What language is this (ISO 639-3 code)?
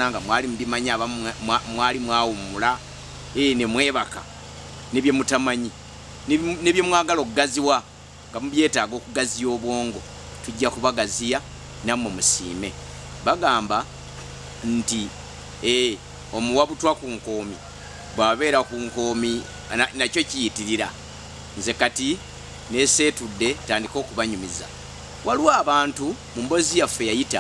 lug